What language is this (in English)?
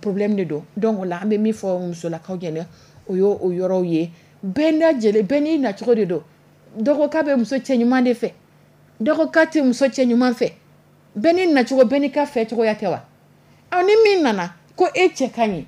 Dyula